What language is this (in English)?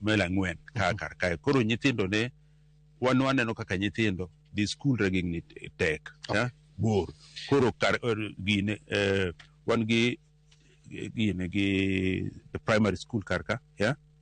Luo (Kenya and Tanzania)